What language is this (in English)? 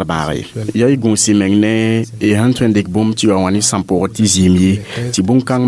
Mossi